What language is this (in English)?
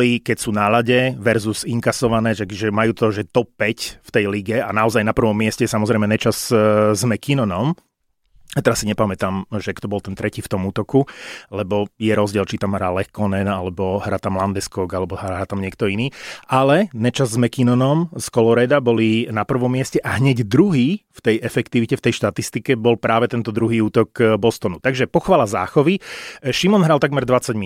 Slovak